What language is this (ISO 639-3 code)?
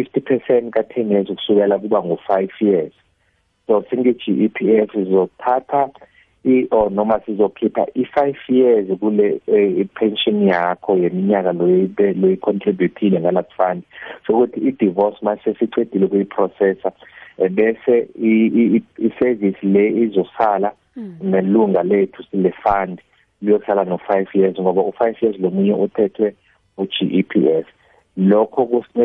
nbl